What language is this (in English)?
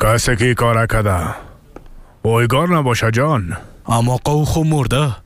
Persian